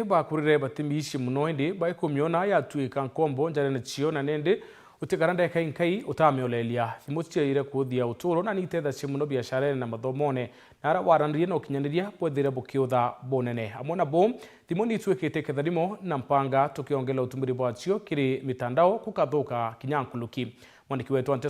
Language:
Meru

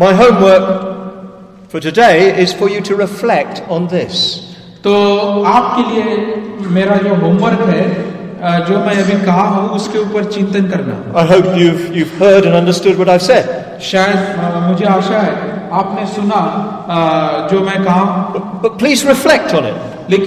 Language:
Hindi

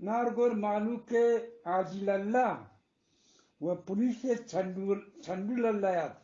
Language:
Eastern Balochi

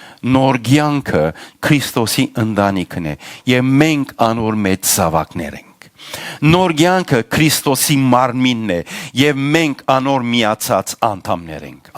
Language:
Western Armenian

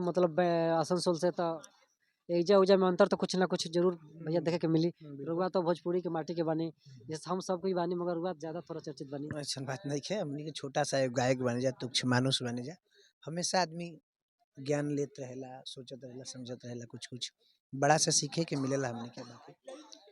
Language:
Bhojpuri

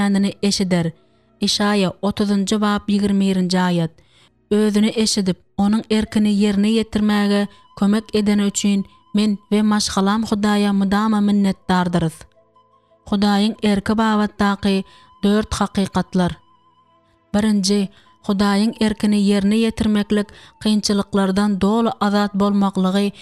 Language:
Turkmen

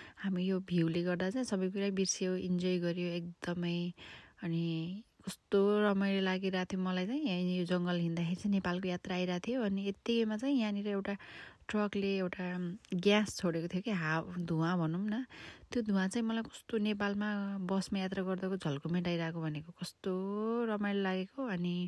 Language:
Nepali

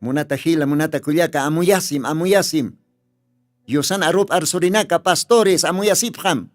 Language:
Aymara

